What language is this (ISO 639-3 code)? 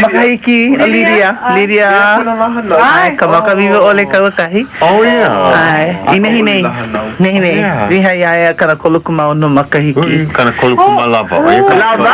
haw